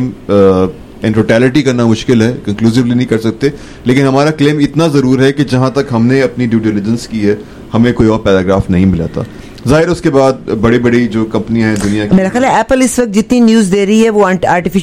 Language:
Urdu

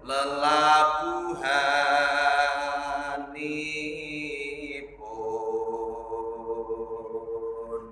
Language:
Javanese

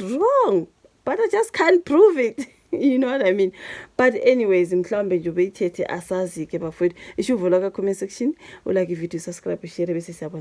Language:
Zulu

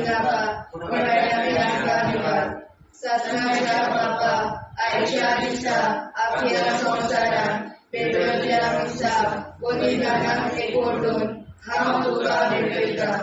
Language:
Konkani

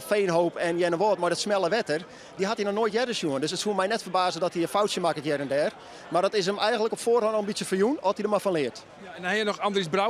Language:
Western Frisian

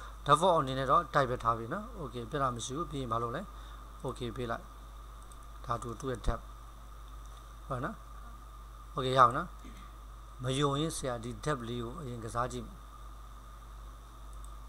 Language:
Burmese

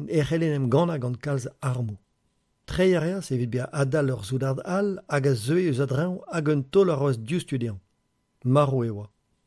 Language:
Breton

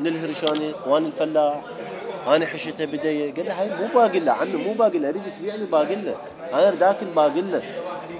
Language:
Mesopotamian Arabic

